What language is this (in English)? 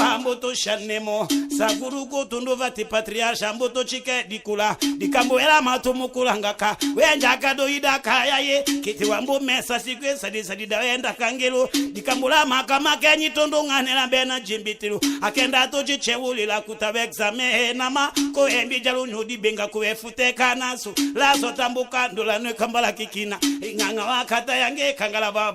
Tetela